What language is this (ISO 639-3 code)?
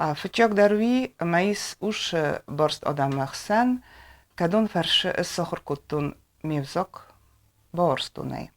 oss